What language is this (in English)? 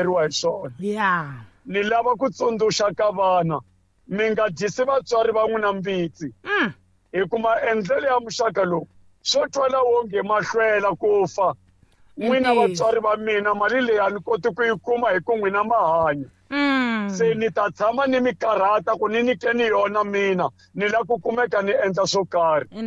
Tsonga